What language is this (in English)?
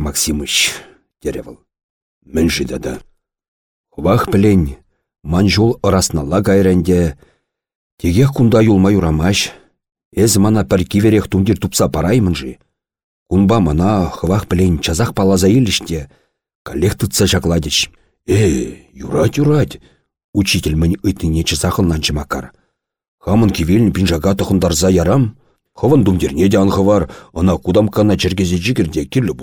Chuvash